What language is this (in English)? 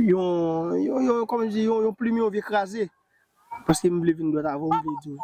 Haitian Creole